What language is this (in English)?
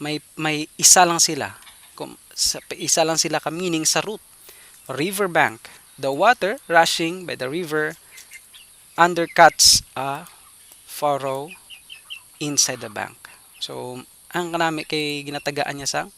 Hiligaynon